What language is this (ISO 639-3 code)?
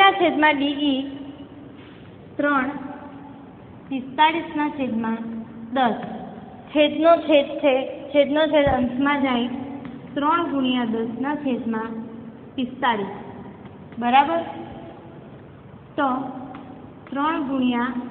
guj